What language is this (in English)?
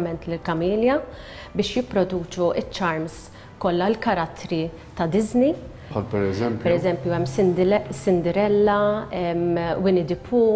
Maltese